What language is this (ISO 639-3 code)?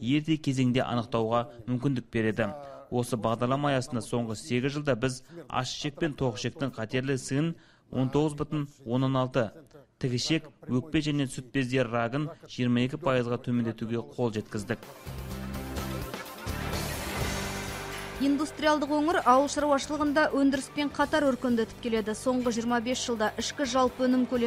kaz